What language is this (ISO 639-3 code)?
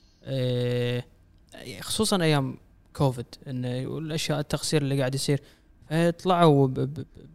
afb